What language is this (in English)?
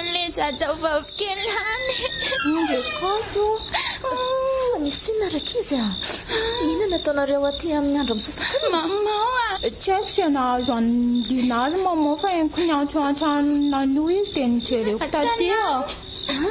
Malagasy